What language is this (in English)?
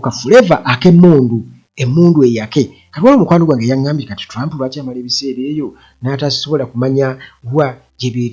Ganda